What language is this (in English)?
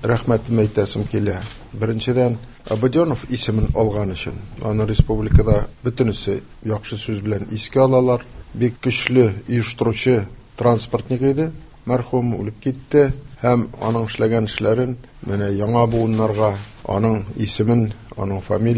Tatar